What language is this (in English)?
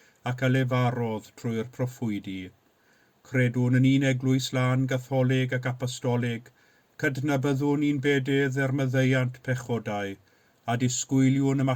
Welsh